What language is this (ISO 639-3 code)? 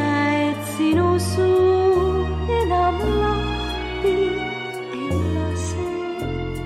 est